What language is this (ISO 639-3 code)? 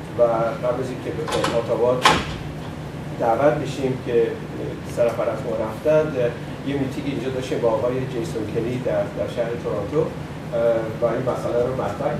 fas